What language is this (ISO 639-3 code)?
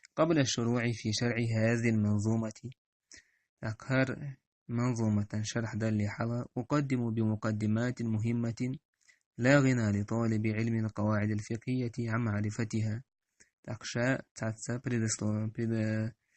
che